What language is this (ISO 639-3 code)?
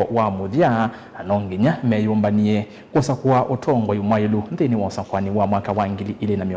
kam